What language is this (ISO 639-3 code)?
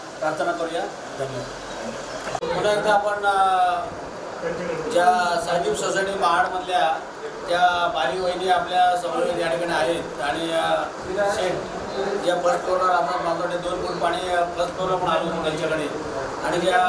mar